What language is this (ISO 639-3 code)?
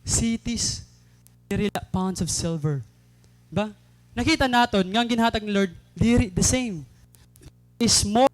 war